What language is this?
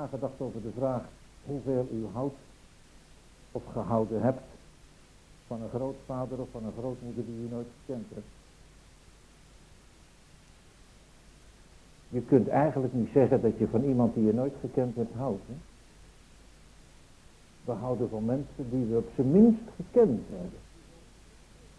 Dutch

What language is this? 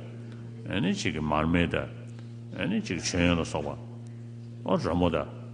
Tibetan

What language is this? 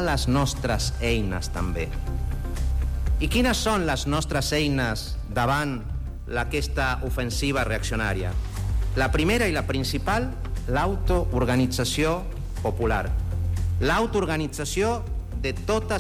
Catalan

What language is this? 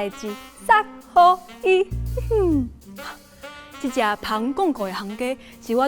Min Nan Chinese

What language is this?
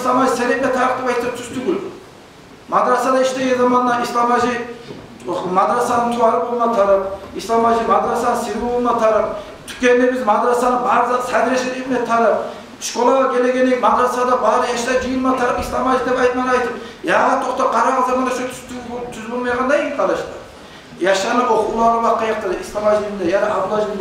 Kumyk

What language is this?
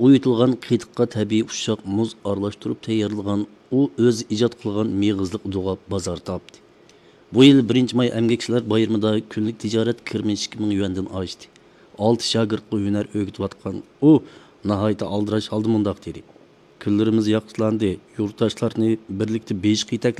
Uyghur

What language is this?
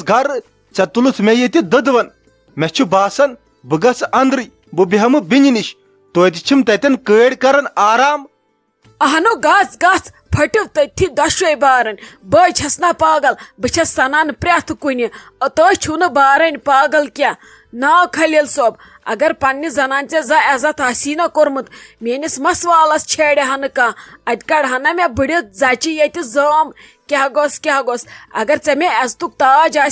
Kashmiri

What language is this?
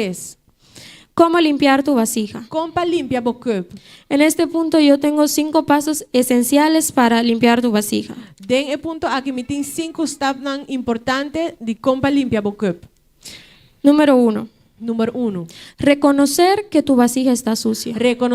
Papiamento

